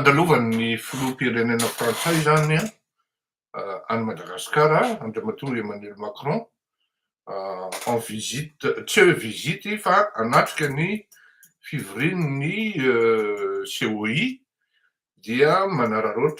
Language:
Malagasy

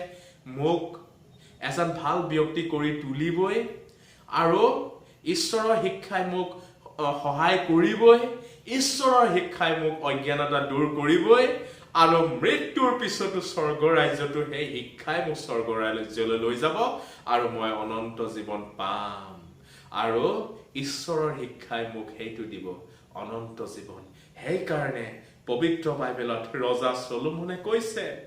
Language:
Assamese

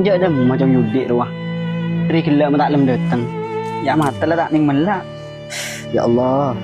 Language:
Madurese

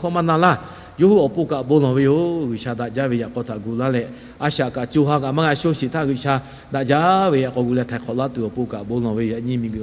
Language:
Lahu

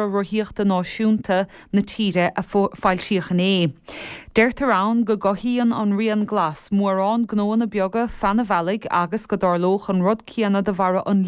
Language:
Irish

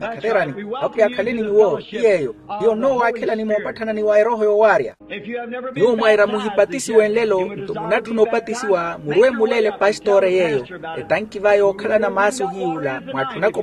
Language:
Makhuwa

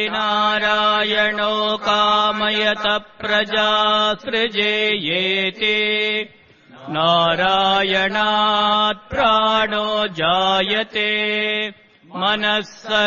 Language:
Sanskrit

